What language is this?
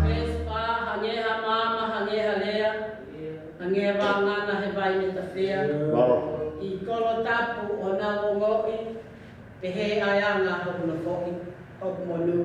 Tongan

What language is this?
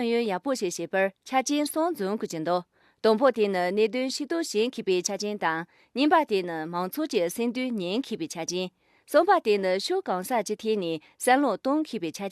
Khams Tibetan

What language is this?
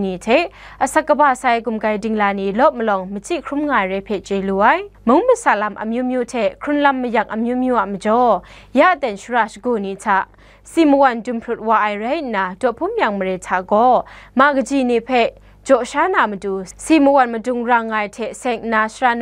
Kachin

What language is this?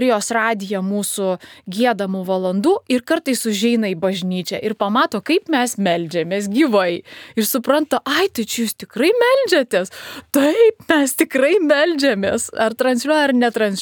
Lithuanian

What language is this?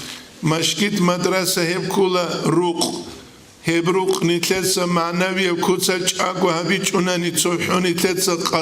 Avaric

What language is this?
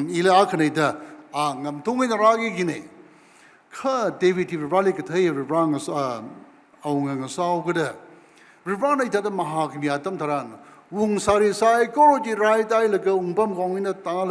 Tangkhul Naga (India)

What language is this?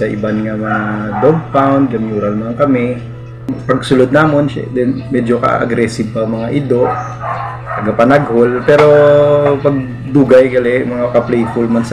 Hiligaynon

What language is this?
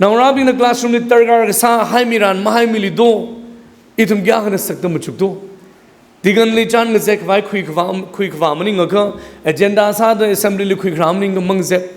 Tangkhul Naga (India)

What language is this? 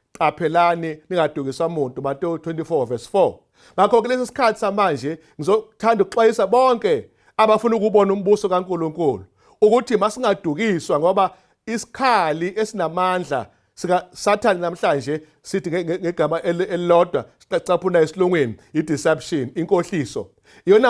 Zulu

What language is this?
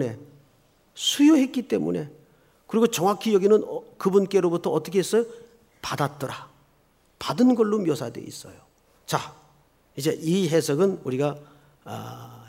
Korean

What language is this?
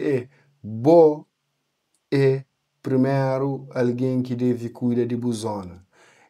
Kabuverdianu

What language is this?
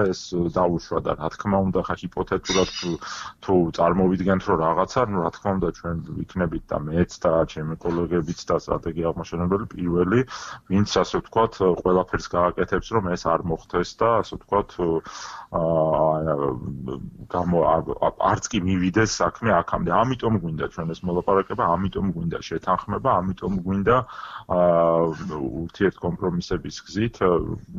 Georgian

